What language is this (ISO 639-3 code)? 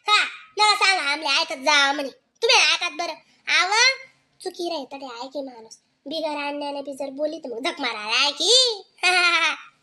khn